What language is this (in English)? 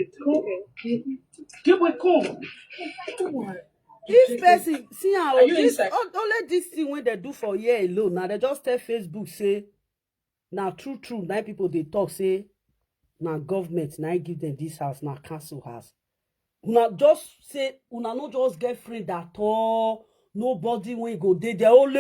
Nigerian Pidgin